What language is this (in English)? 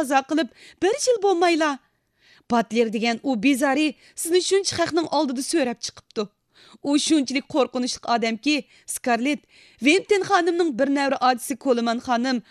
Uyghur